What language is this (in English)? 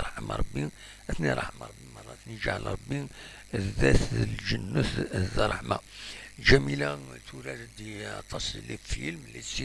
Kabyle